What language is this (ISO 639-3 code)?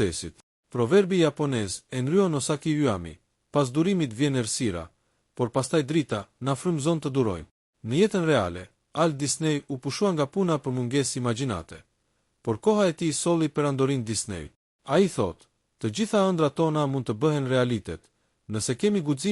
sqi